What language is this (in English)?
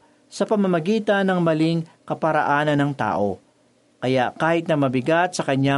Filipino